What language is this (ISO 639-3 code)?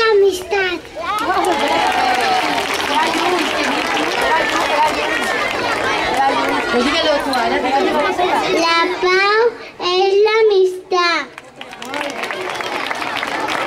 cat